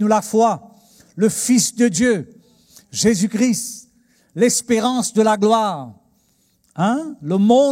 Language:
Morisyen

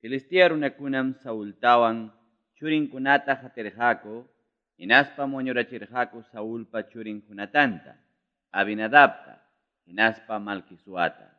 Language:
Ayacucho Quechua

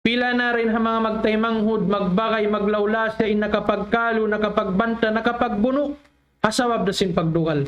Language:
Tausug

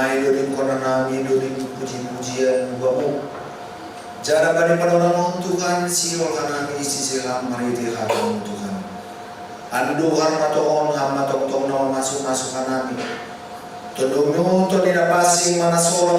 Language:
Batak Simalungun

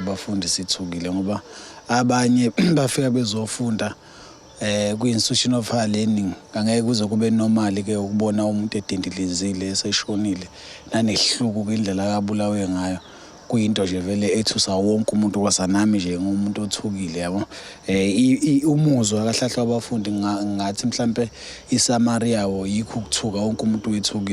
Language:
Zulu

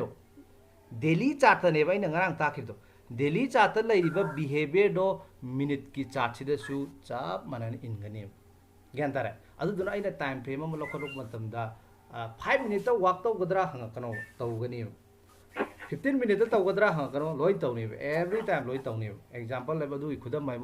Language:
Manipuri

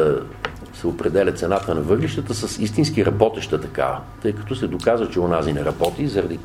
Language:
Bulgarian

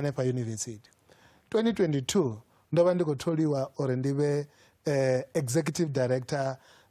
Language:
Venda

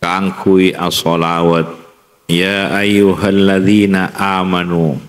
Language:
Madurese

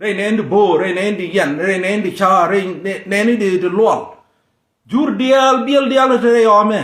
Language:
Nuer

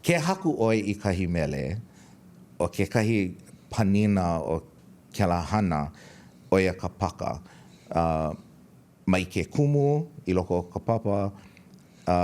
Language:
Hawaiian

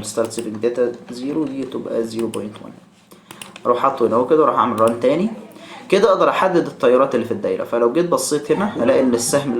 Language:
Egyptian Arabic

